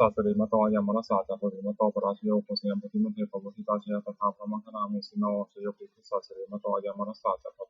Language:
Pali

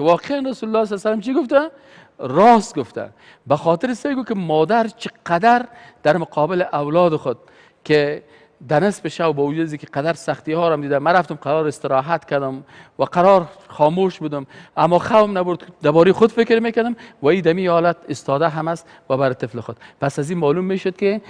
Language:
Persian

